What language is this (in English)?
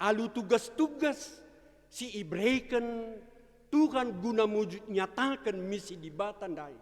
Batak Karo